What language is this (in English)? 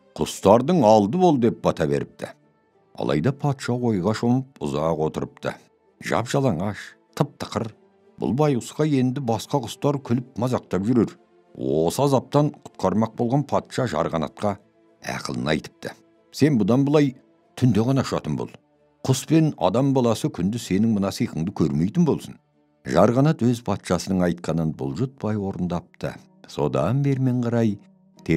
Kazakh